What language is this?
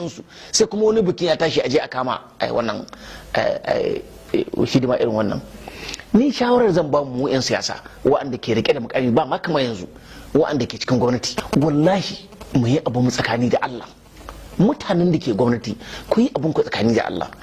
Hausa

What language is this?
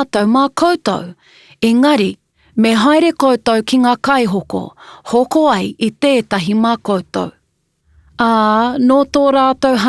Māori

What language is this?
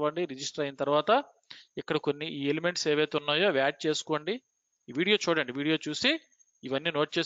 Telugu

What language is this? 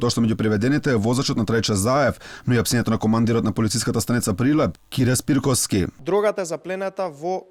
Macedonian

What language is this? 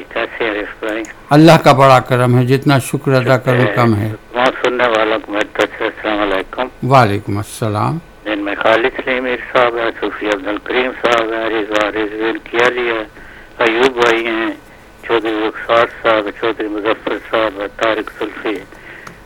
Urdu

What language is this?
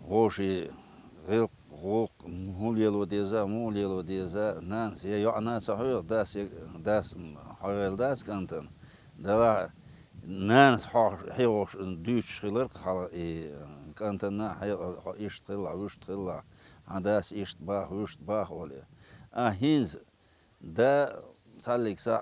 Chechen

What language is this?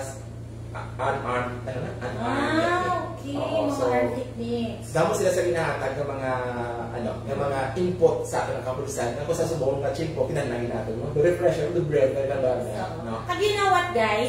Hiligaynon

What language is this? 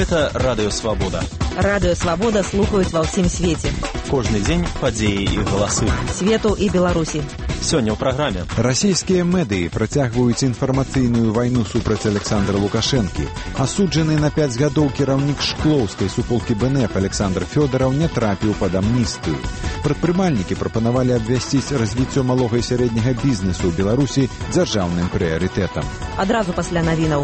Belarusian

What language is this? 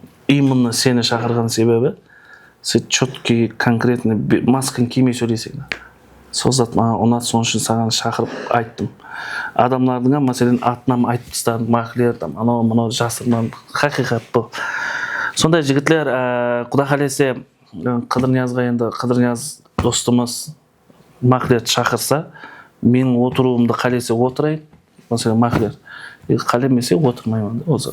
Kara-Kalpak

